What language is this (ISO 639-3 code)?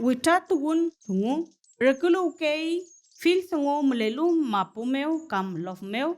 arn